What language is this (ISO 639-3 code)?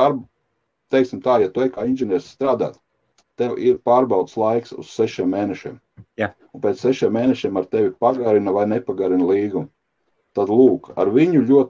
lav